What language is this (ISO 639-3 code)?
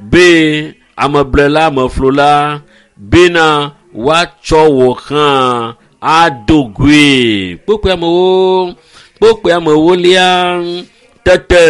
ewe